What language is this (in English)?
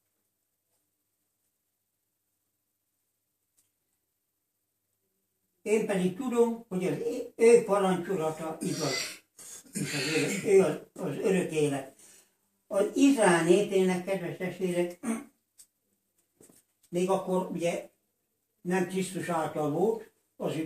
Hungarian